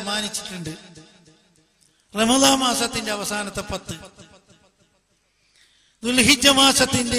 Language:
Malayalam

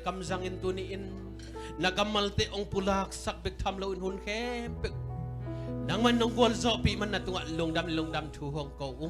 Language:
Tedim Chin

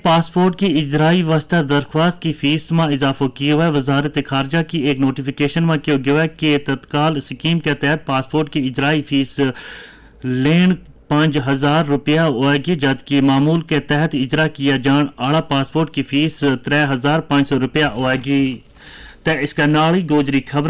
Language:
Gujari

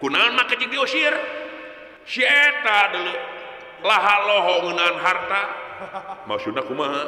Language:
Sundanese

